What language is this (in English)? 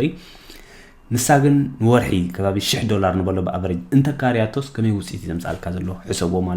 Tigrinya